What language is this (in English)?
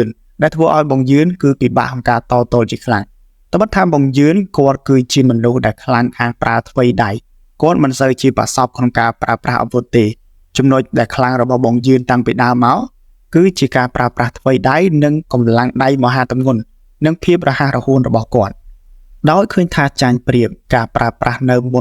Khmer